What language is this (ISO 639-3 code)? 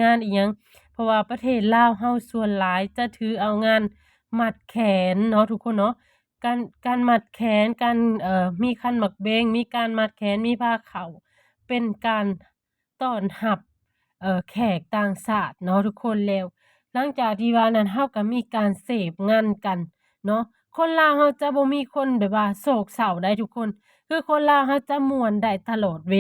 lao